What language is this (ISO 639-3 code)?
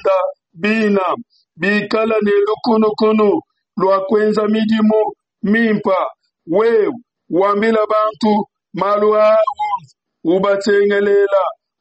lua